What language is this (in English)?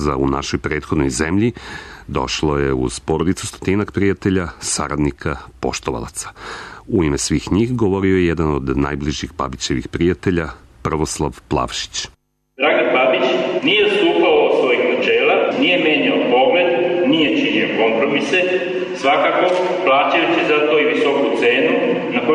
Serbian